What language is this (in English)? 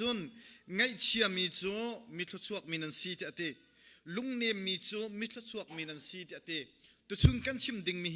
Hakha Chin